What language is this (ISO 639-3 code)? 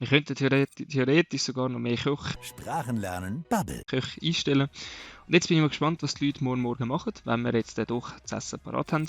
gsw